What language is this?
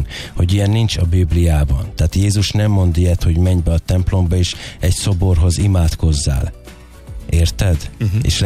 Hungarian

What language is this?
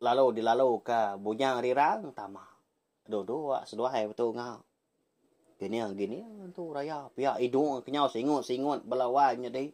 Iban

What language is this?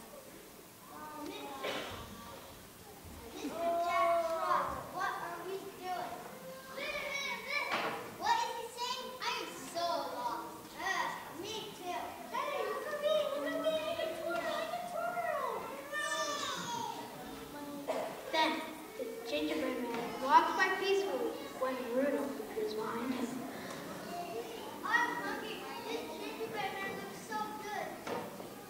English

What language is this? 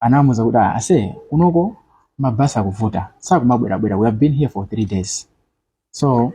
Nyanja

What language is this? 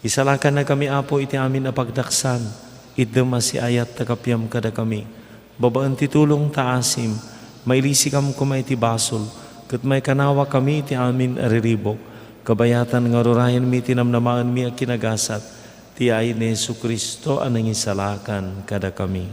Iloko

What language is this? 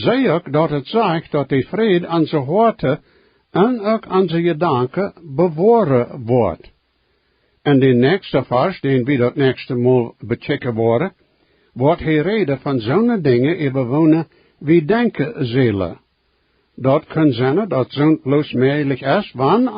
Plautdietsch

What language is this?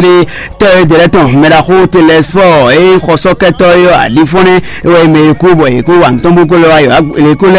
Fon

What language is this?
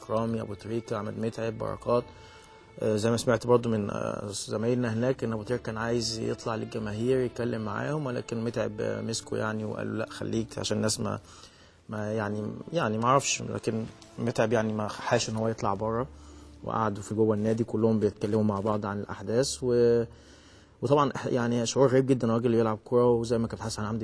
Egyptian Arabic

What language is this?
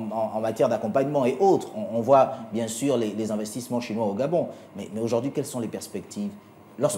French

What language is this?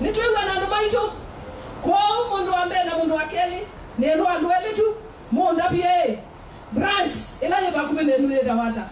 Kamba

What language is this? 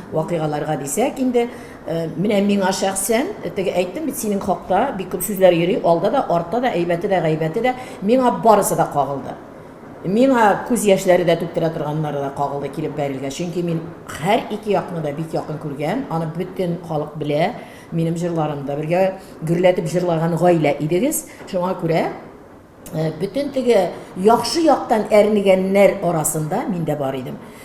Tatar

